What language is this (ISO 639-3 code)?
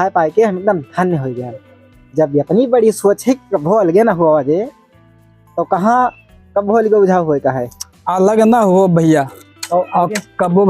awa